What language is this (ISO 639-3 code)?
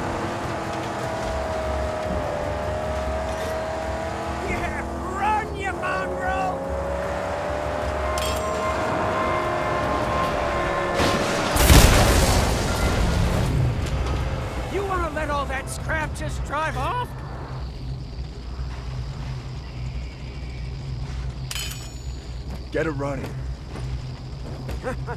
eng